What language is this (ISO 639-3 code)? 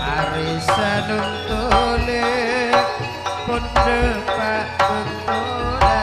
mad